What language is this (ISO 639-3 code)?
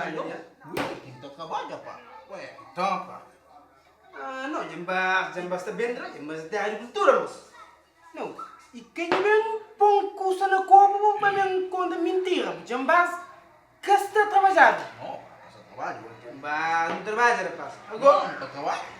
kea